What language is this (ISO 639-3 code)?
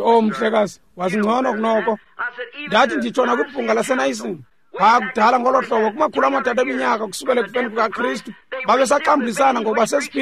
xho